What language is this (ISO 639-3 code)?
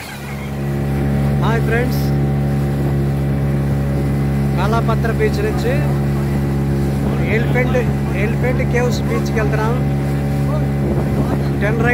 tel